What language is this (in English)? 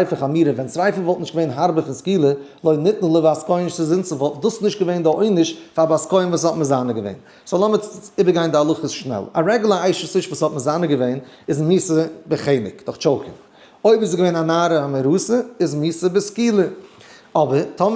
Yiddish